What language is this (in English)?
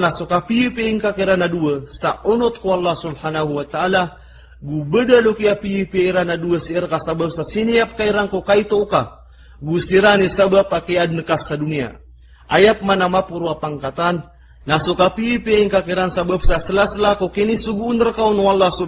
Maranao